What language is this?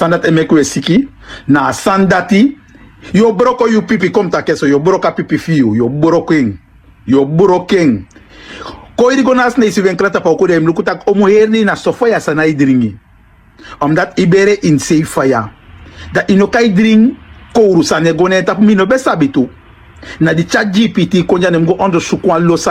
Sranan Tongo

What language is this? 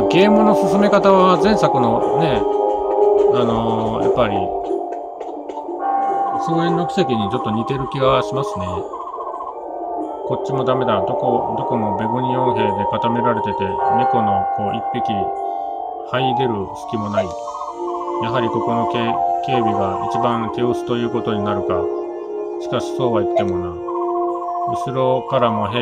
Japanese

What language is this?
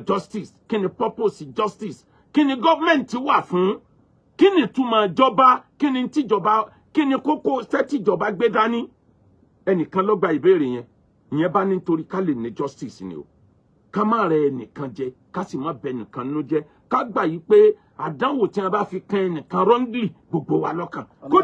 Yoruba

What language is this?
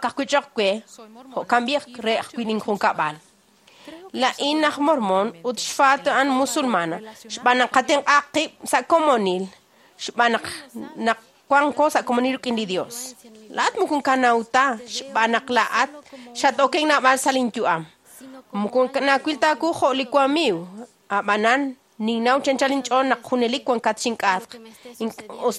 Kekchí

